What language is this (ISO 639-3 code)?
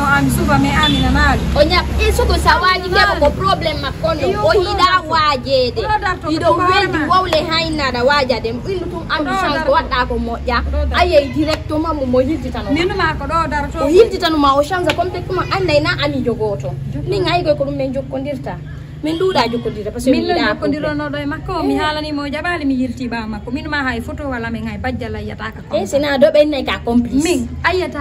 ful